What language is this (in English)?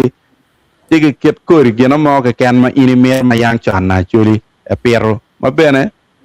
Acoli